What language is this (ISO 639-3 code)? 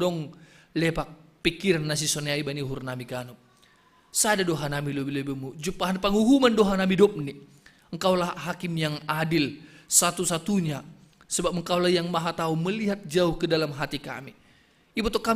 bts